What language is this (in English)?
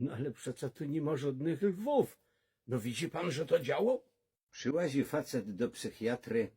Silesian